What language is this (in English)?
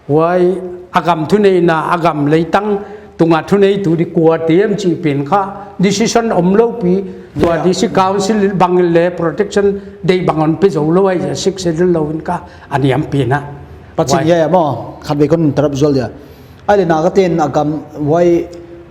Paite Chin